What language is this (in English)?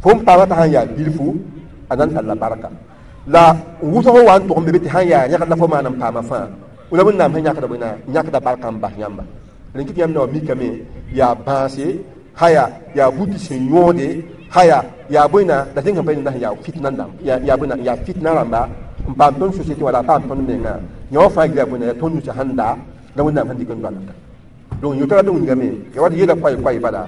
Mossi